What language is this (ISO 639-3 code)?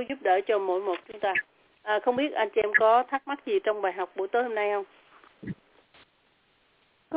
vie